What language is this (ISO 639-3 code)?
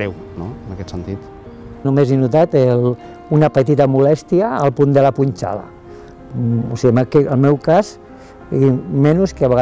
cat